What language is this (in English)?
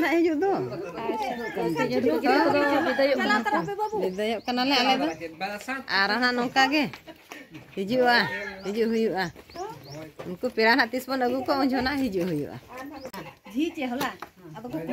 Santali